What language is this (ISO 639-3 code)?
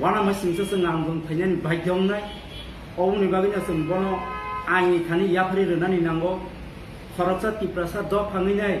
trp